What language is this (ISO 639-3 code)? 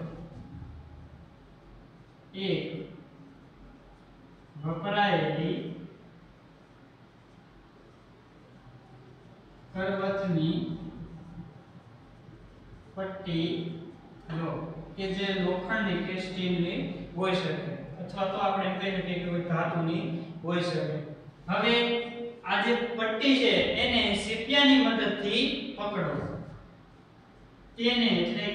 guj